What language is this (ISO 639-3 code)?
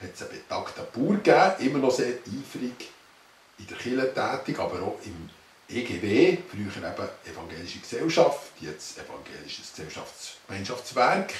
gsw